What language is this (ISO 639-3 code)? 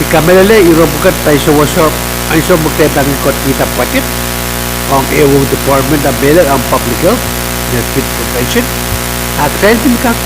pon